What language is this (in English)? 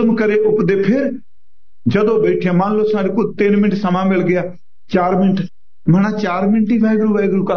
Punjabi